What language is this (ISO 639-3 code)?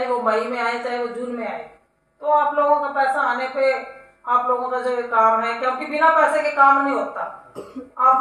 hin